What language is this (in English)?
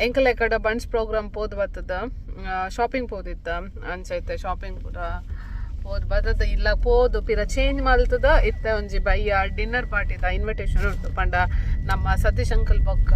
Tulu